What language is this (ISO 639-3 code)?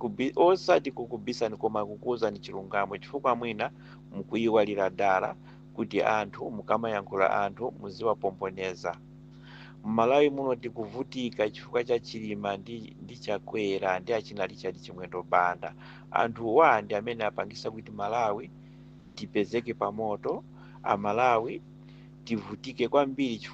nya